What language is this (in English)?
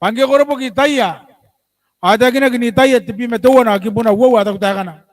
Gilbertese